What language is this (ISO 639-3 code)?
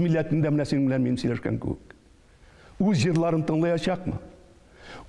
tat